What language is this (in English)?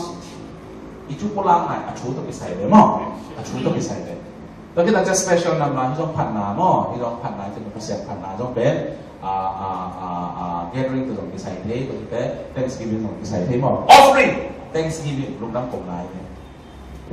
Tedim Chin